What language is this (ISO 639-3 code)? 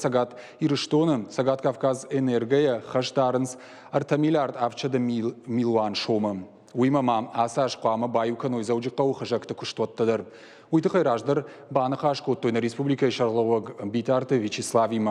oss